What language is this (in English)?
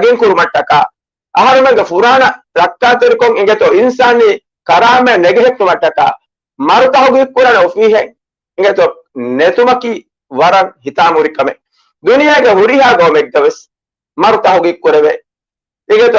Divehi